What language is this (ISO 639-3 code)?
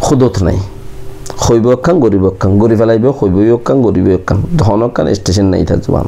rhg